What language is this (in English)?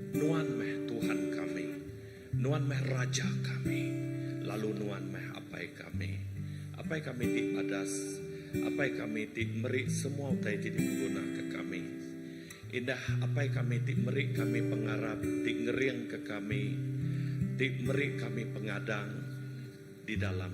Iban